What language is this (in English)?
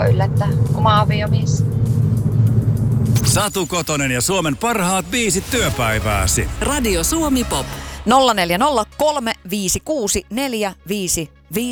Finnish